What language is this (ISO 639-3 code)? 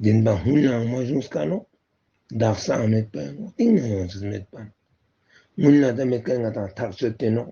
lbj